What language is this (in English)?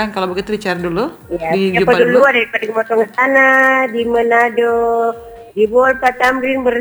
Indonesian